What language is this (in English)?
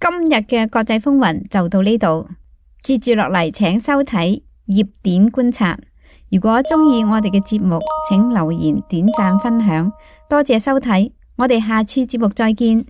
Cantonese